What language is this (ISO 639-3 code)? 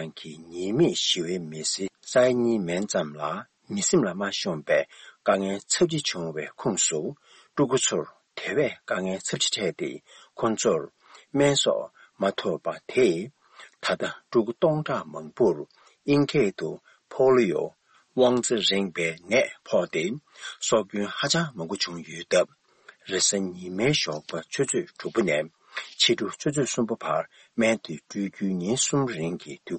bod